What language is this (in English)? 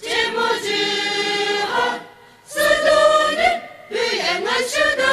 Poumei Naga